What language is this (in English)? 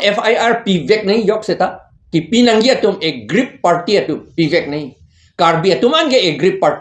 Karbi